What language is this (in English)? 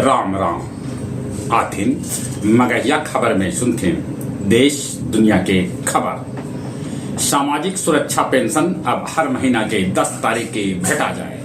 Magahi